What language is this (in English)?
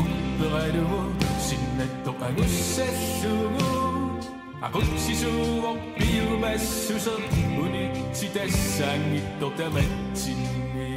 Kalaallisut